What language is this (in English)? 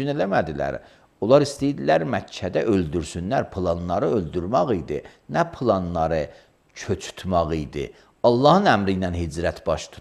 Azerbaijani